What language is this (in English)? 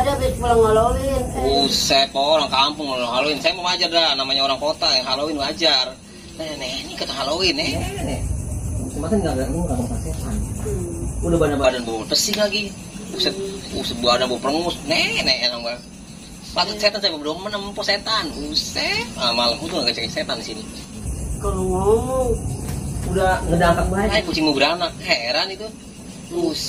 Betawi